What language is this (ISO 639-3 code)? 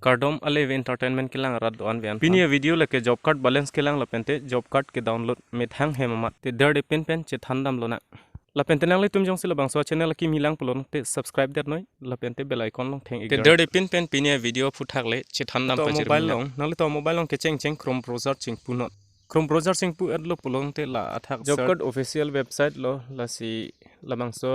mjw